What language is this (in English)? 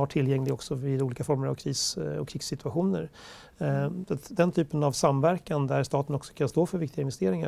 Swedish